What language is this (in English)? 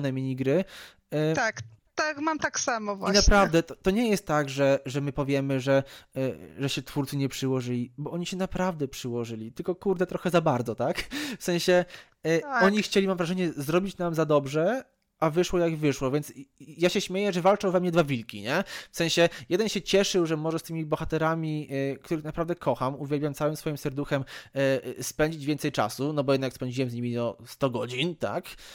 Polish